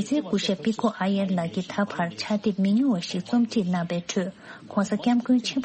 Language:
Tibetan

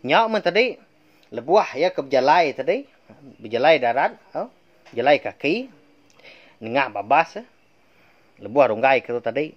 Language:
Iban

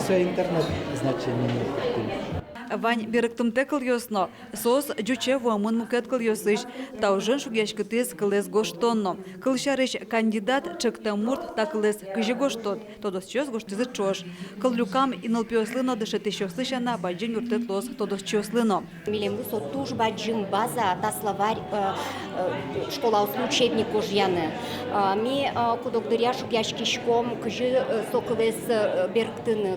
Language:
Udmurt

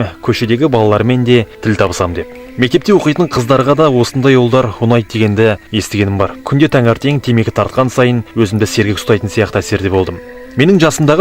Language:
Kazakh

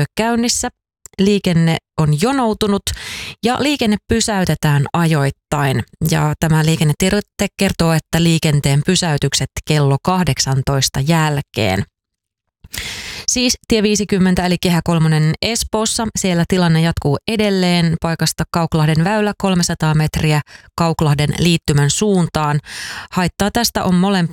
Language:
Finnish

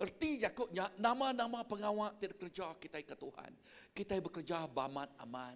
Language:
Iban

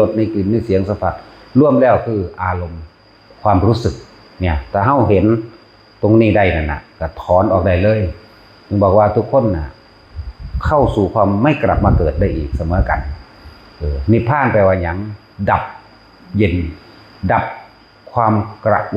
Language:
Northeastern Thai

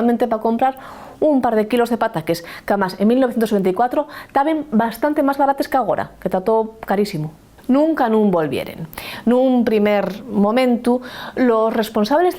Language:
Asturian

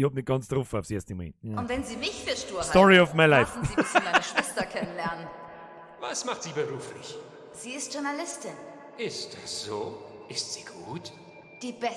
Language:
Bavarian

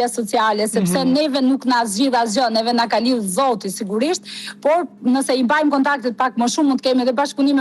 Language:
Albanian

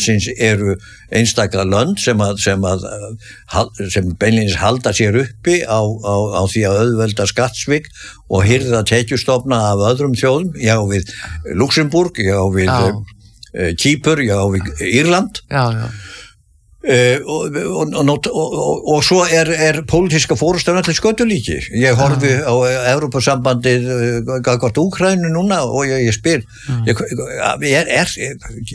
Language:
Icelandic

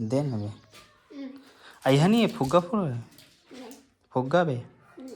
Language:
Chhattisgarhi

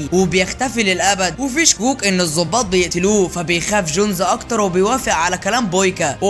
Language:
Egyptian Arabic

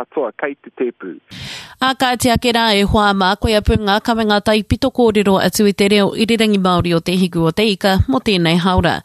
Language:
Māori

